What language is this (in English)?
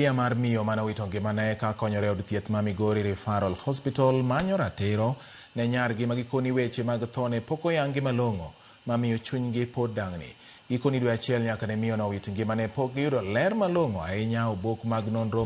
Luo (Kenya and Tanzania)